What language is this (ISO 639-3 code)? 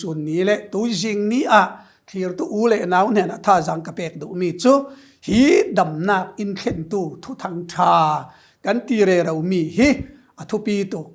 cfm